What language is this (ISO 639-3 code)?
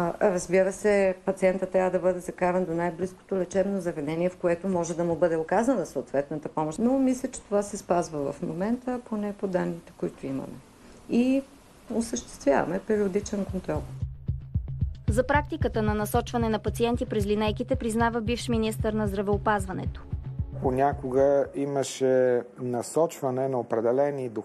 bul